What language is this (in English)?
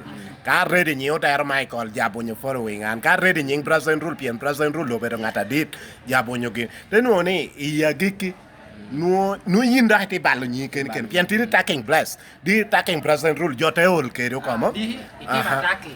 Lango (Uganda)